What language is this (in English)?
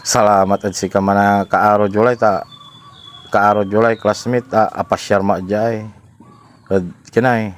Pangasinan